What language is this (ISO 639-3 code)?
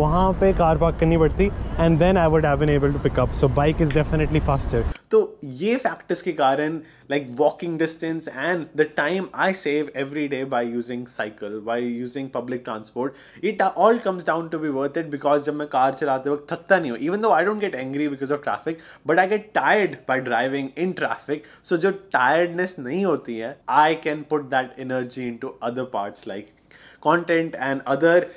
hin